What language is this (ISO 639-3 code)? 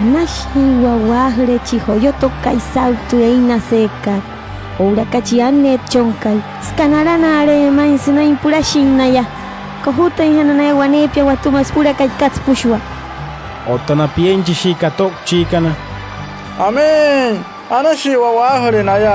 guc